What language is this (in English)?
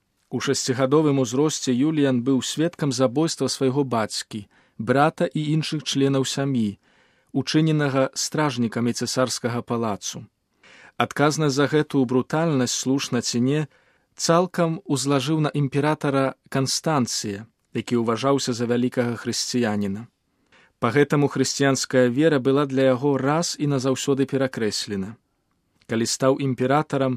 Belarusian